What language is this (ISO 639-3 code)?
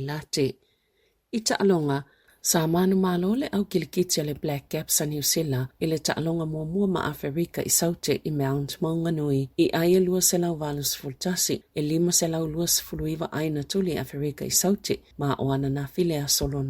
smo